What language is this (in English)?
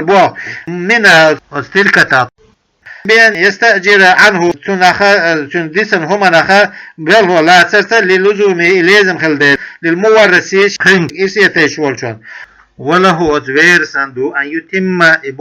Chechen